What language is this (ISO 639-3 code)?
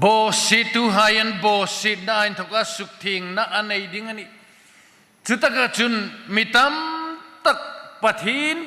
hmr